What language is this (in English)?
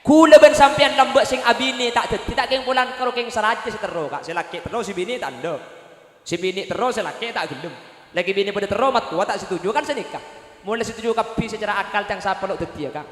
Madurese